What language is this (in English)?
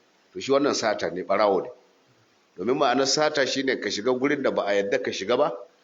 Hausa